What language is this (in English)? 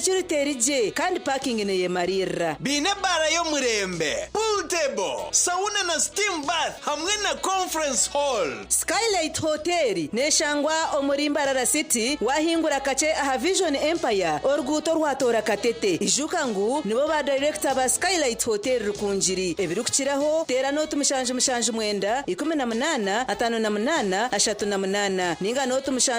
Nyankole